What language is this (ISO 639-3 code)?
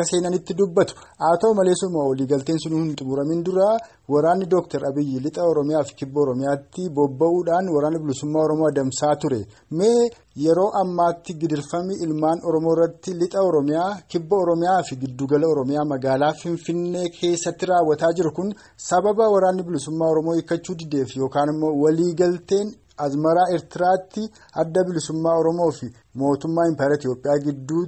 orm